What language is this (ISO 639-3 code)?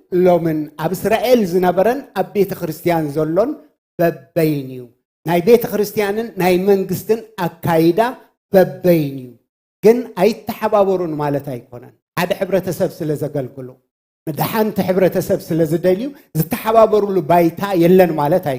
tir